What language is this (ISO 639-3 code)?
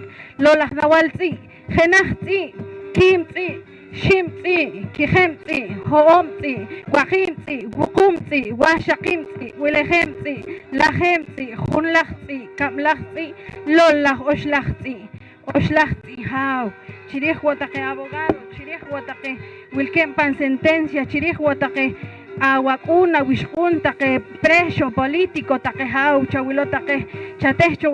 poh